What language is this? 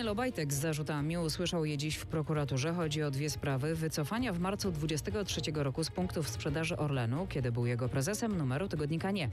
Polish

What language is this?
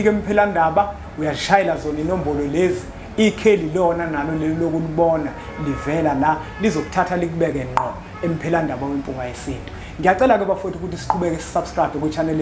Zulu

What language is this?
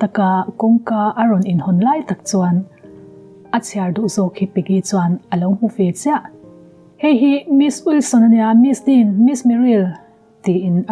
Mizo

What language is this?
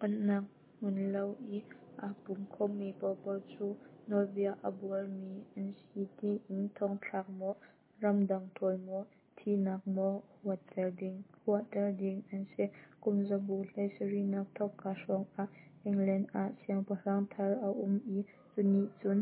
Hakha Chin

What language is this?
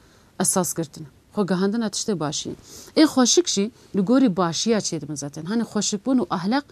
Kurdish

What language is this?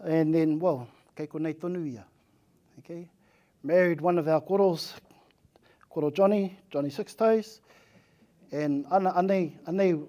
Māori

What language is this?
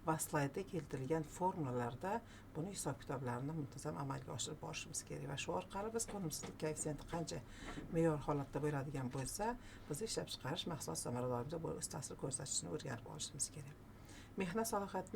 Uzbek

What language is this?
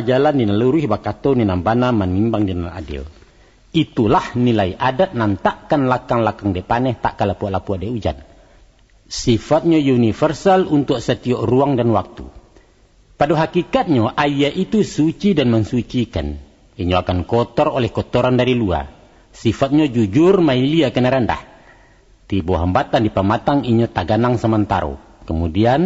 Minangkabau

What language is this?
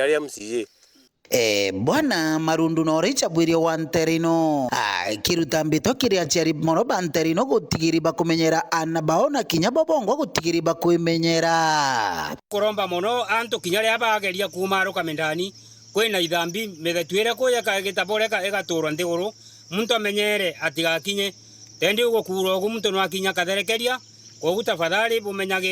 Meru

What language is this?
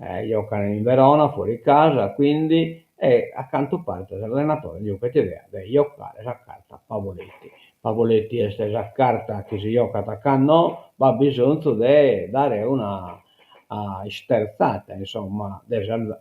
Sardinian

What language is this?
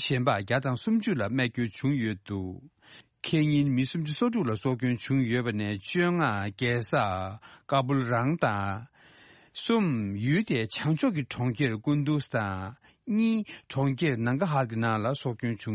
Tibetan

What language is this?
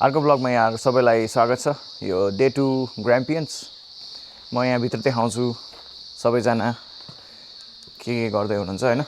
Nepali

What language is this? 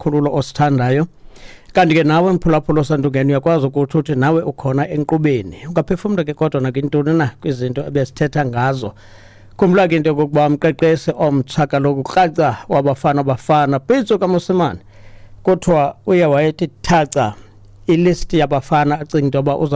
Xhosa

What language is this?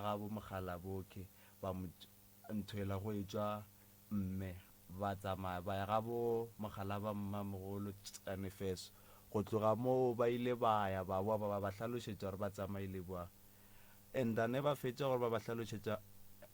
Northern Sotho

